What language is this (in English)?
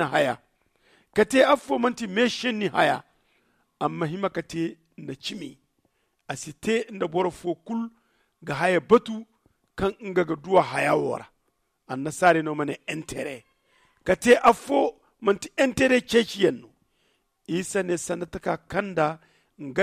Zarma